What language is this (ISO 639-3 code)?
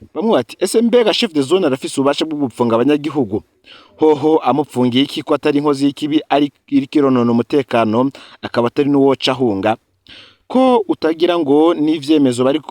run